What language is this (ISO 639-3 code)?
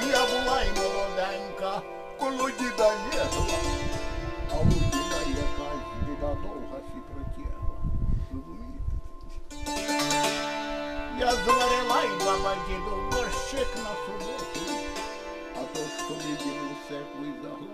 ukr